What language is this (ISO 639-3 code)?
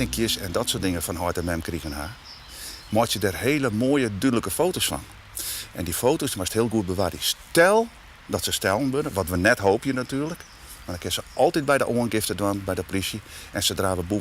fry